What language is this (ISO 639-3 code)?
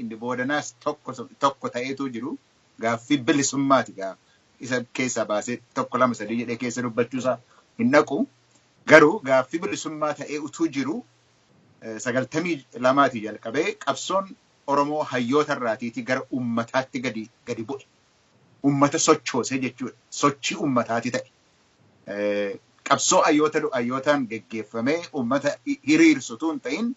orm